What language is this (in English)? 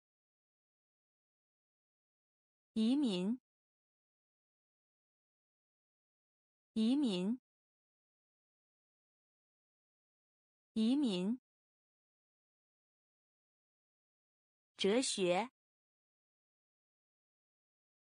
Chinese